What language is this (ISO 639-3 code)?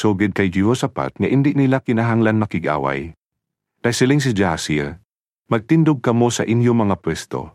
hil